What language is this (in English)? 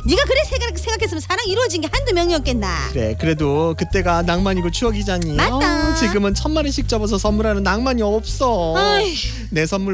Korean